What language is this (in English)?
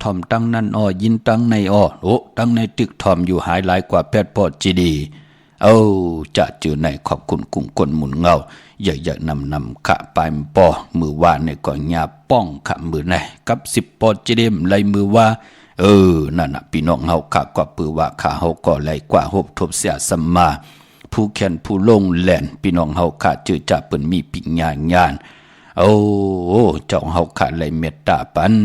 Shan